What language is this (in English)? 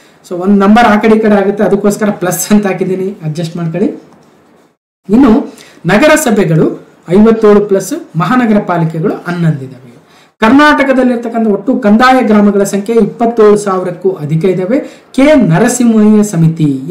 Kannada